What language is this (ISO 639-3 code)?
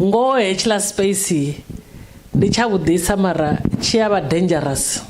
ven